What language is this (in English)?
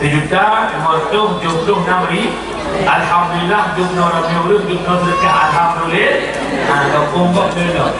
Achinese